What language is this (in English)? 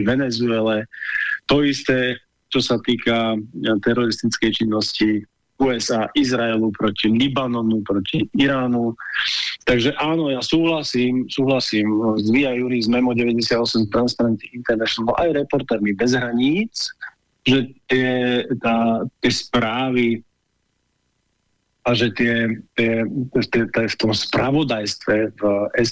Slovak